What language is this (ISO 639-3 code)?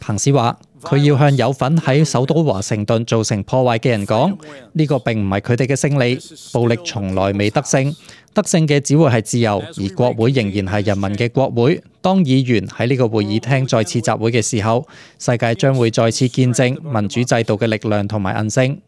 yue